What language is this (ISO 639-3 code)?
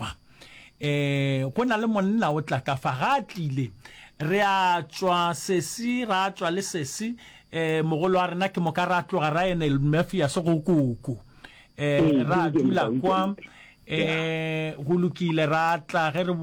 nso